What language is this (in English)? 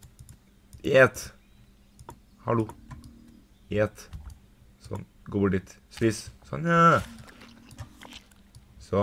Norwegian